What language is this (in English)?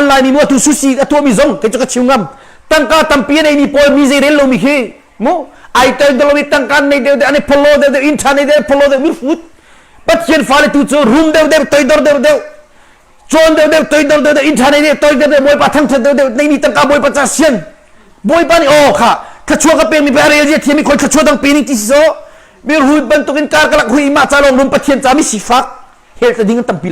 Hakha Chin